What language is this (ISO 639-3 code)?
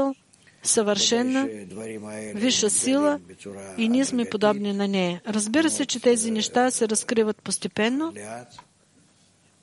bul